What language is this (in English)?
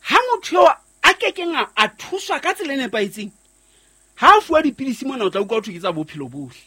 Southern Sotho